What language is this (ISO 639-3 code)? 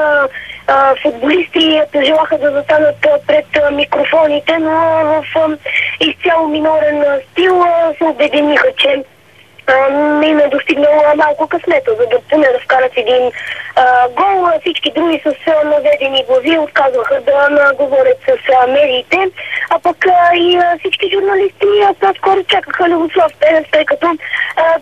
bul